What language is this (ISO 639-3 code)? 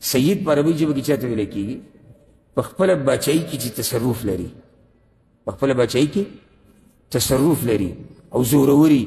pus